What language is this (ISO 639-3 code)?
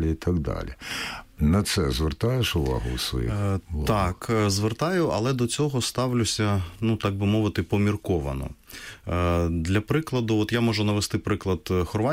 ukr